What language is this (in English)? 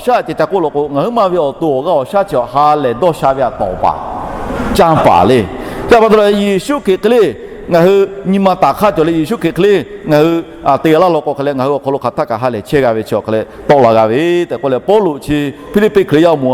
Lahu